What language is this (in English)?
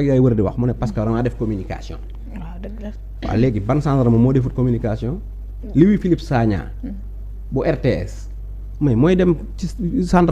Wolof